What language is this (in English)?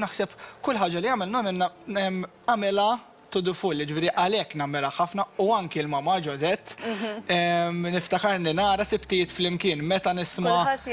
Maltese